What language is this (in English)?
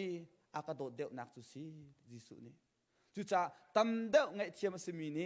Hakha Chin